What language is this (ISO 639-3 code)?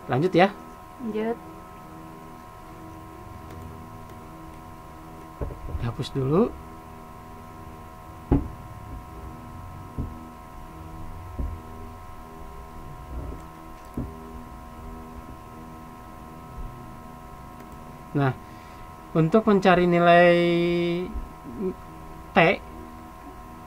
ind